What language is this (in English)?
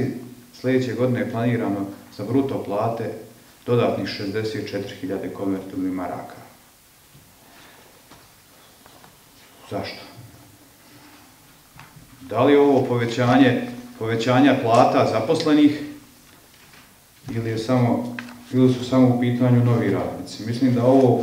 Bosnian